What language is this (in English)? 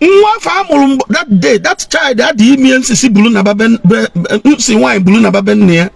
Igbo